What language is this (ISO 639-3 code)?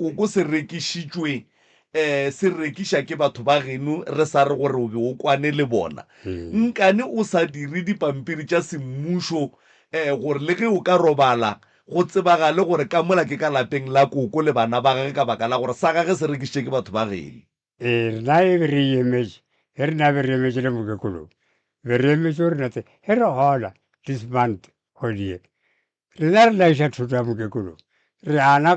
nso